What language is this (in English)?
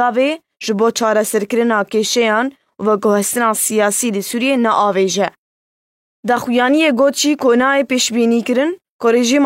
Kurdish